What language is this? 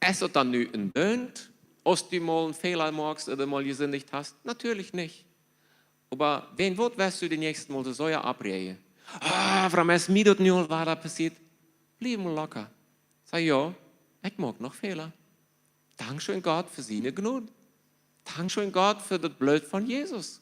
Plautdietsch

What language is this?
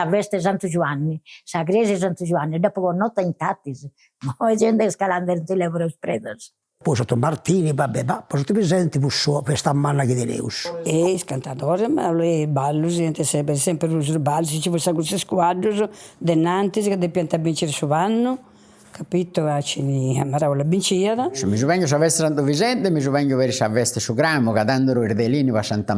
Sardinian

